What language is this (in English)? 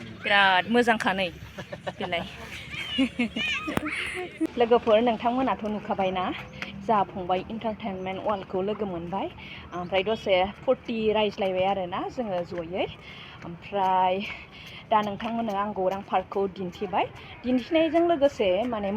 Bodo